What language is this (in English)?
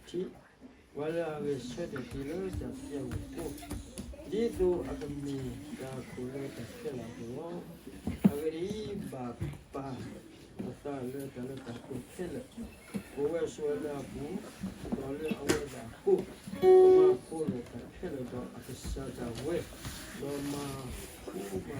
S'gaw Karen